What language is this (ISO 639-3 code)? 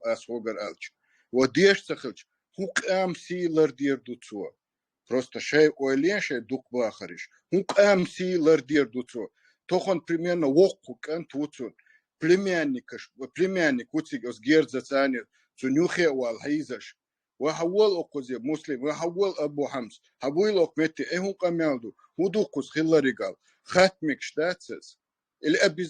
che